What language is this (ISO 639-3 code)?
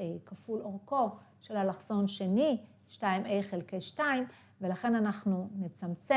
heb